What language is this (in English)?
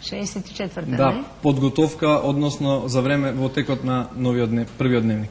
Macedonian